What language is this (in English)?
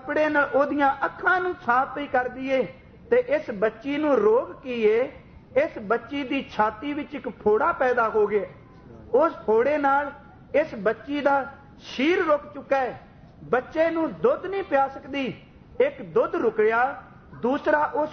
Punjabi